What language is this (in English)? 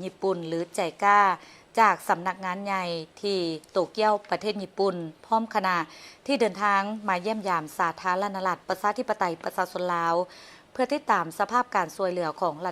Lao